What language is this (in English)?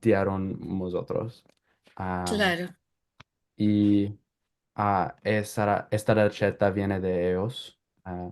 Ladino